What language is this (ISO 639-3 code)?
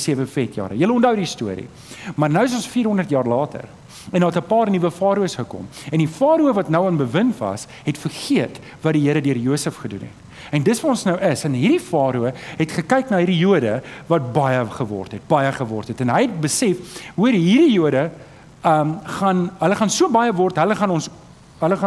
afr